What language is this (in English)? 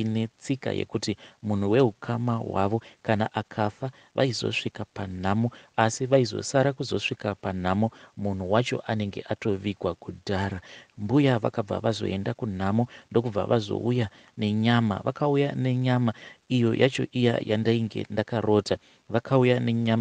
Shona